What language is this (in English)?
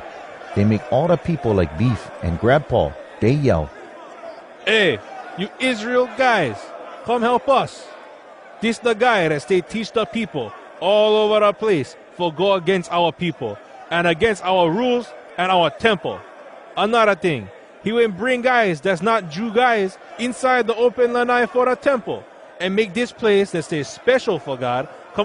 Hawai'i Creole English